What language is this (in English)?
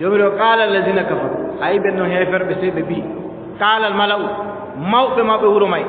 Adamawa Fulfulde